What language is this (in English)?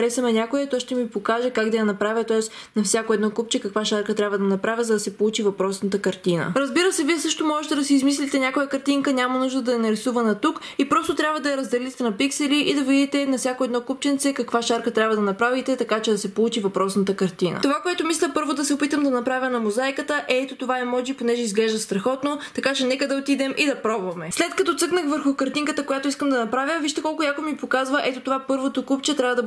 Bulgarian